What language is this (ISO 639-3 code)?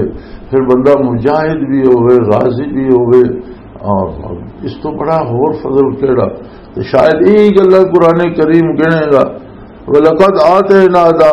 lah